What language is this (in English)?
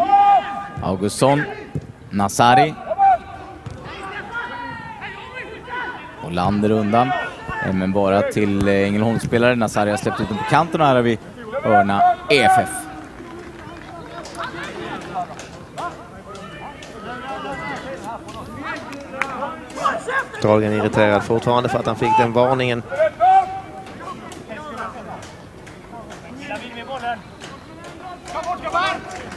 Swedish